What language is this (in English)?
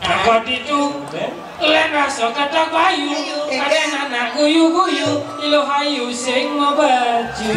Balinese